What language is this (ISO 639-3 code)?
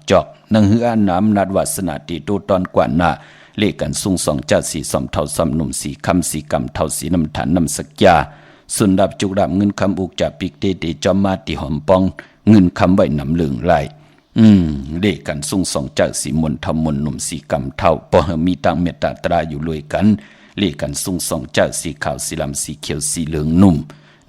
shn